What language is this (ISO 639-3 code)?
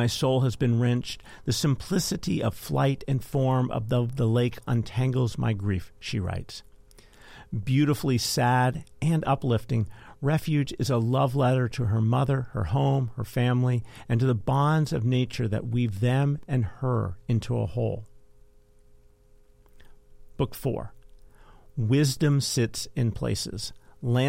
eng